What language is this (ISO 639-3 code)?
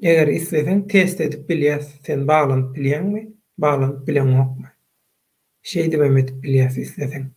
tuk